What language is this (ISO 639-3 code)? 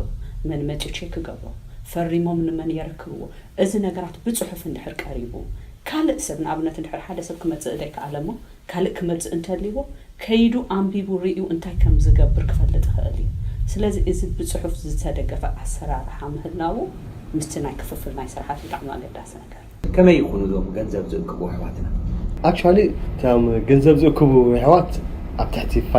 tir